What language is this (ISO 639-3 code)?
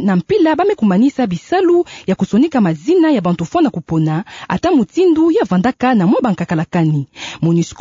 ktu